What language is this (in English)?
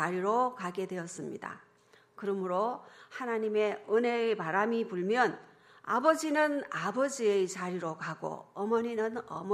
Korean